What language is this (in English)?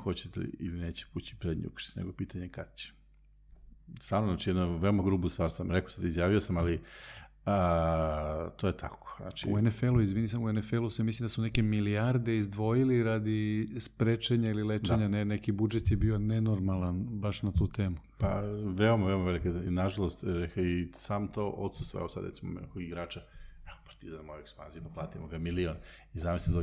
Serbian